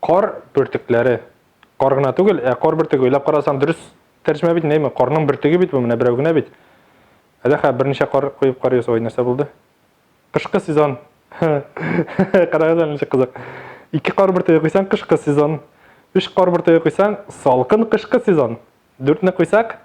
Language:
Tatar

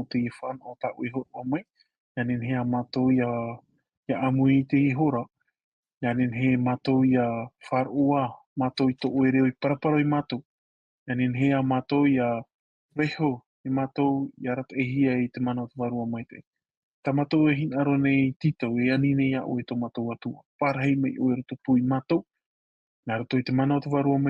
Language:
Tahitian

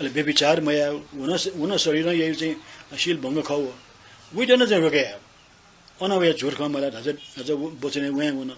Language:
Newari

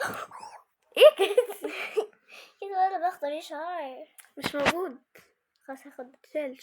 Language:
Egyptian Arabic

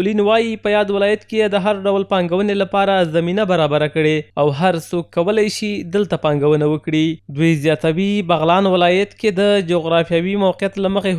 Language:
Pashto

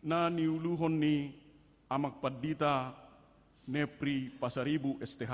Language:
Batak Toba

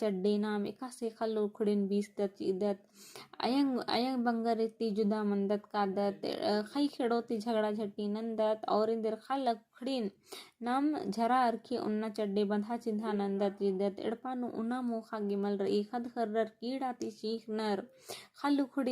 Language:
Kurukh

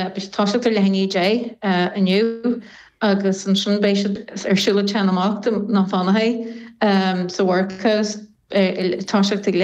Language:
Irish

